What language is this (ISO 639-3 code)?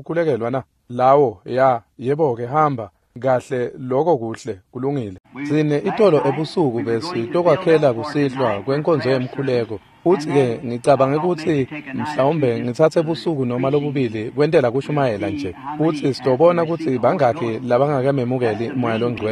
ssw